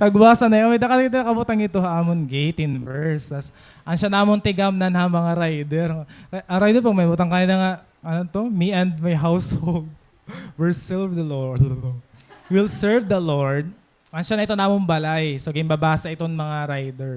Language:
Waray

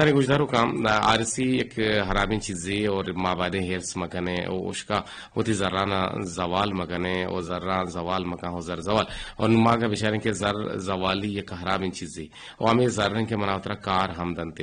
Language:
Eastern Balochi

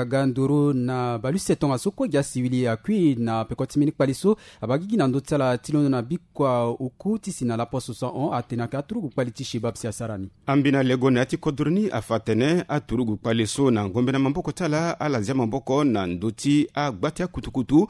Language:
Sango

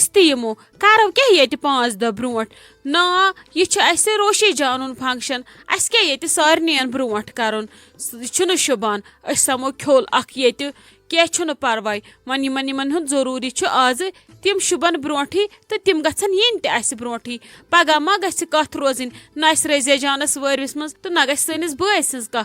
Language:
Kashmiri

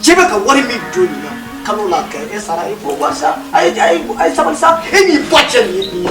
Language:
Bambara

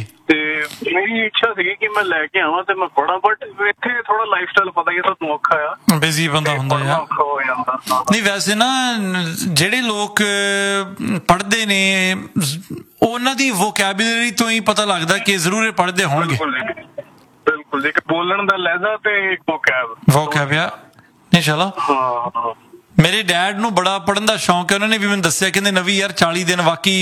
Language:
Punjabi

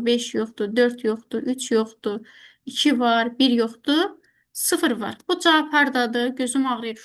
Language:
Azerbaijani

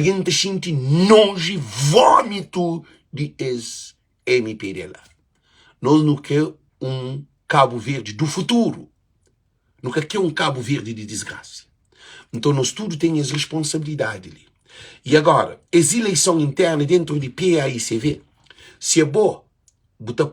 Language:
Kabuverdianu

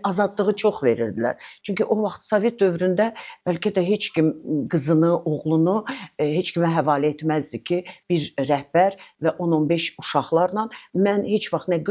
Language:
Azerbaijani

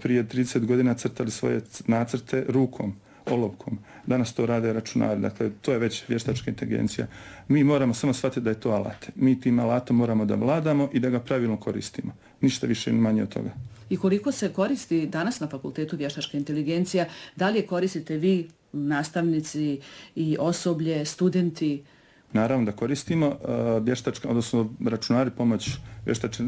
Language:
Bosnian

